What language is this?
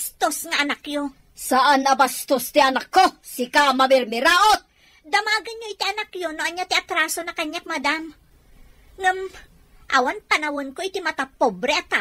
Iloko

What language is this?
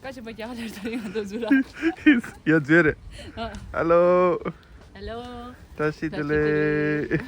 Tibetan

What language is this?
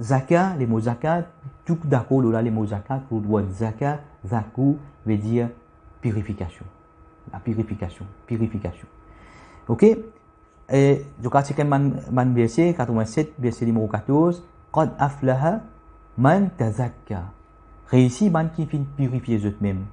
Morisyen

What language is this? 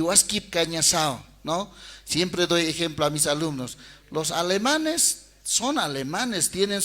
Aymara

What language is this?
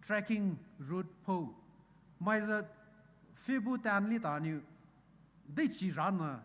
Poumei Naga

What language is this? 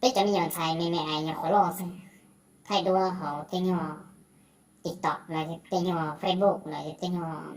Hmong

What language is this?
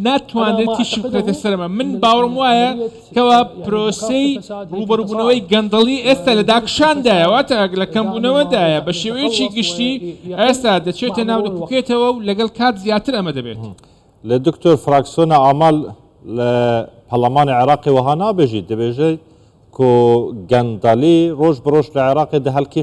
Central Kurdish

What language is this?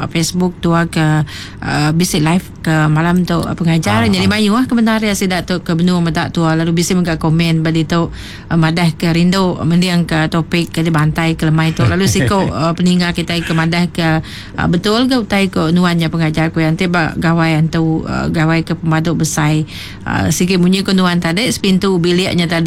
Iban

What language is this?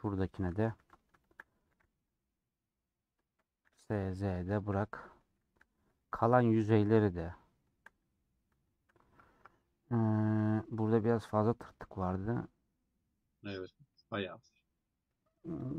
Turkish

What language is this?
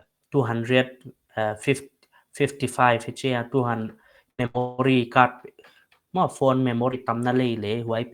Paite Chin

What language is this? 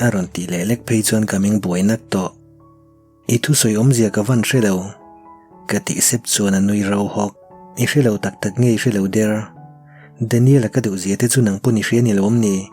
Mizo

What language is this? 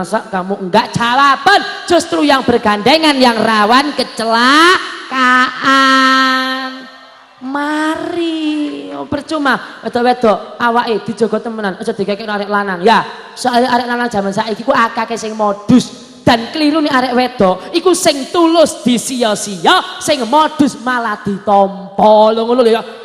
Javanese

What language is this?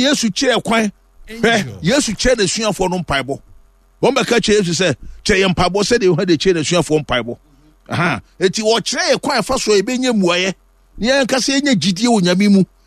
Akan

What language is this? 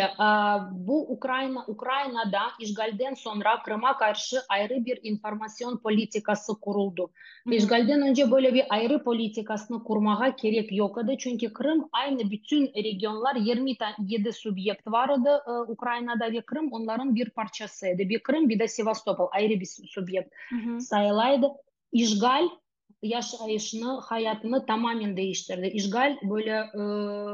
Crimean Tatar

